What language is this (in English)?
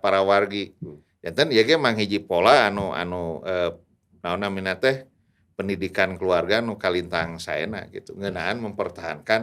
Sundanese